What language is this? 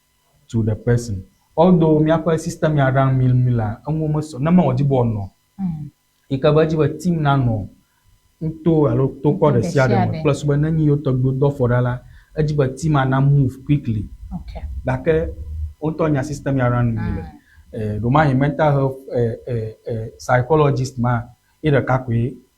Ewe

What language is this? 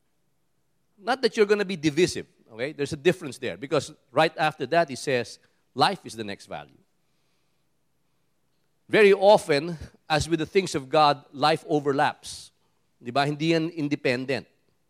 Filipino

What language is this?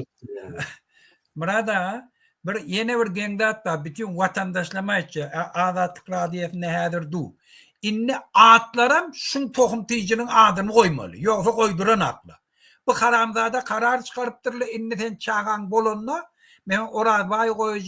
Turkmen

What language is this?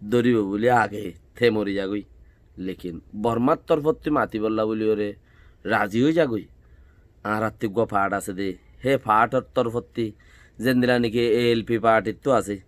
Rohingya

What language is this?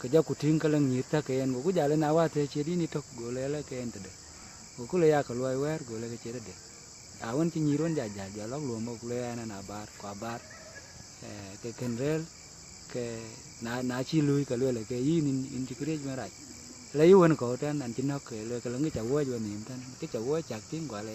Dinka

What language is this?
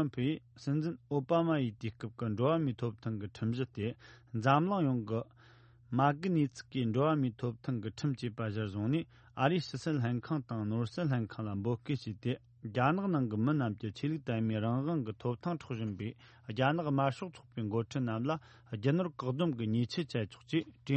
Tibetan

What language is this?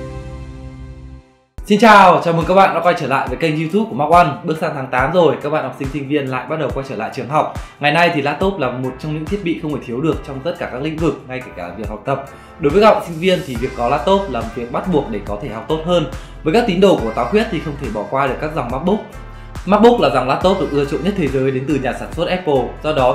Vietnamese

